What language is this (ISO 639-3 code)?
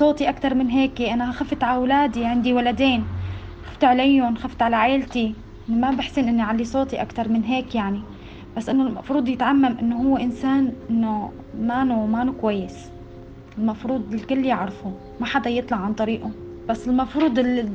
apc